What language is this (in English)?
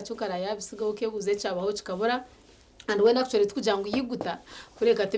Nyankole